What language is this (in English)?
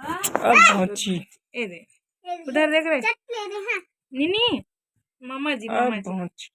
Chhattisgarhi